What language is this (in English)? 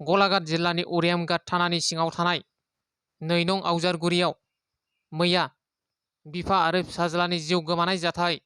Bodo